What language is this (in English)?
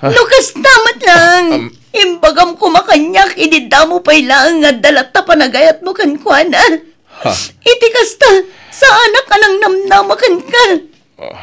Iloko